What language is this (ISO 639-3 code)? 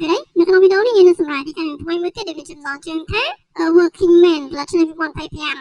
khm